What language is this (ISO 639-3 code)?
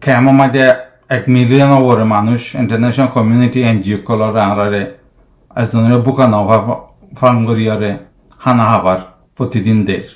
rhg